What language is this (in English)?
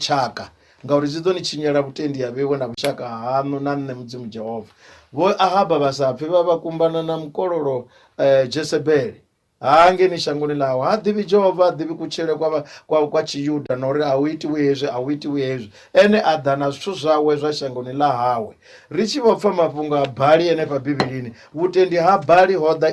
Venda